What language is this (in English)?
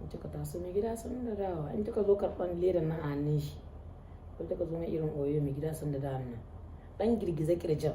Hausa